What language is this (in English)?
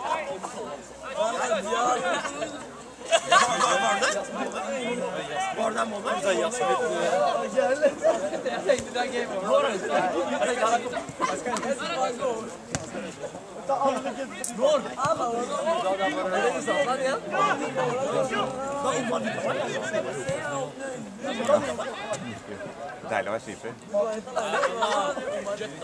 Norwegian